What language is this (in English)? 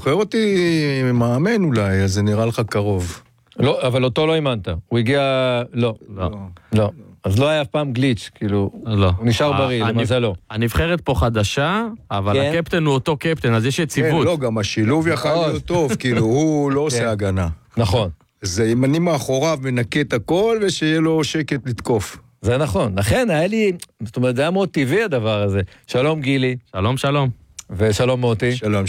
Hebrew